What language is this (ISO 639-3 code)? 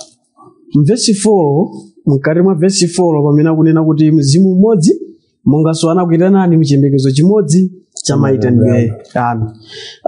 nya